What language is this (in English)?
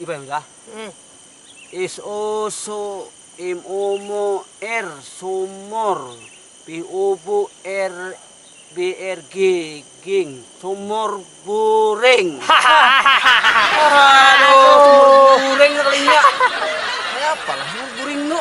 Banjar